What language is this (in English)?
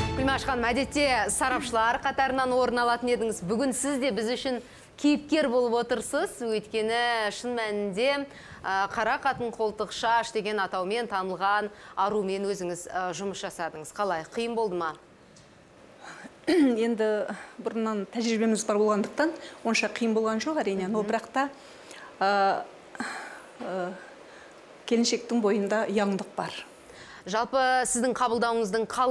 Kazakh